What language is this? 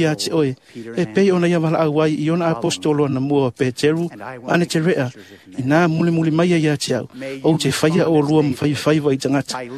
Samoan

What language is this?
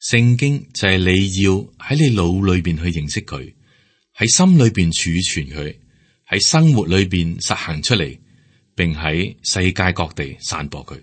Cantonese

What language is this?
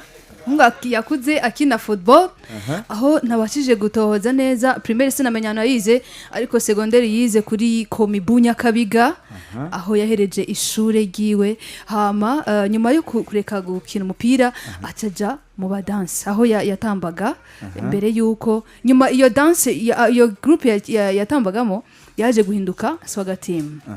Rundi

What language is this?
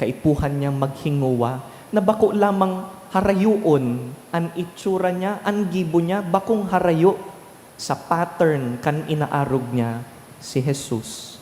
Bikol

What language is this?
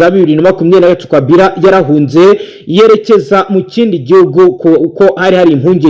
Kinyarwanda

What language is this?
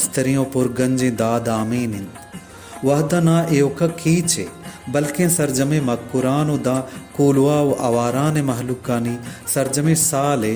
Baluchi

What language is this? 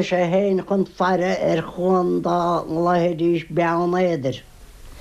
Irish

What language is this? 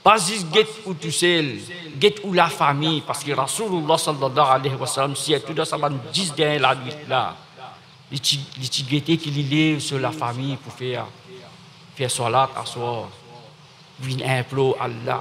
Morisyen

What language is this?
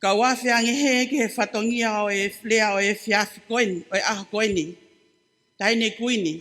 Tongan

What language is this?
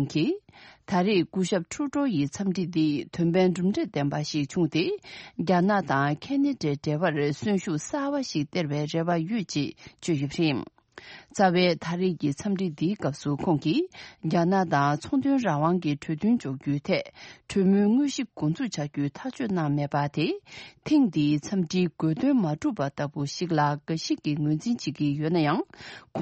Tibetan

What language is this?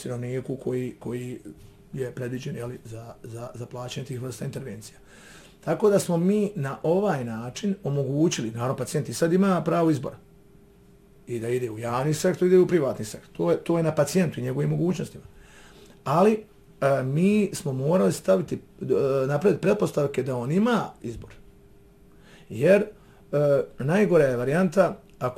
Bosnian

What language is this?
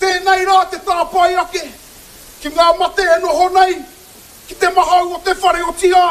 Māori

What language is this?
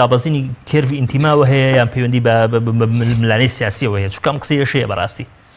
Central Kurdish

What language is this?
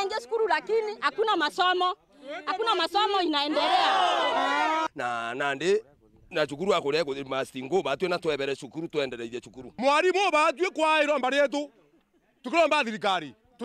Meru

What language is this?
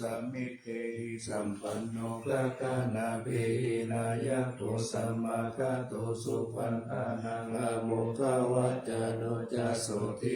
Pali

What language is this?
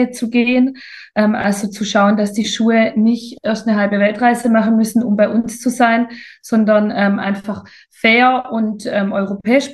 German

